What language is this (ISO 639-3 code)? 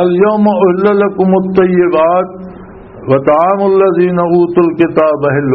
lah